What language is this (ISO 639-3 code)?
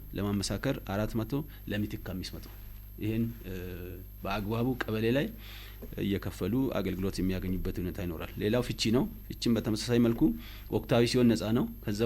amh